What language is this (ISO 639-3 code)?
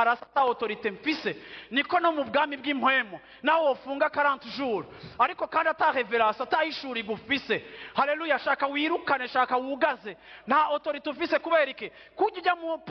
run